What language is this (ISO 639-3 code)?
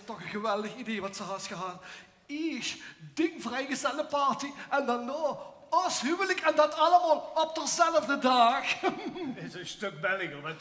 lim